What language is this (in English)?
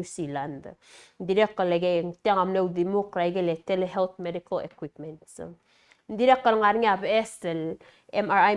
Palauan